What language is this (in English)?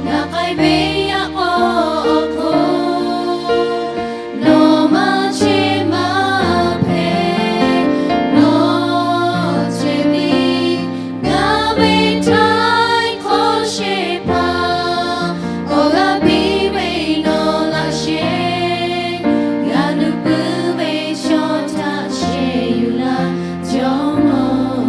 Lahu